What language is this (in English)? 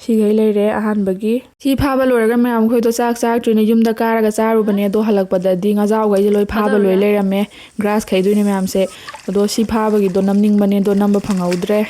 Manipuri